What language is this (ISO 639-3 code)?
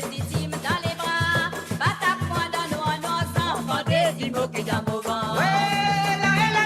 mfe